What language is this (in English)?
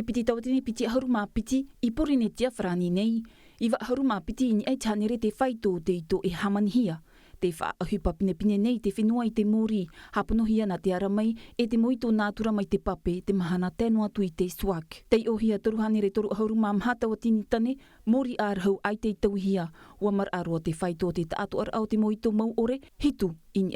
Tahitian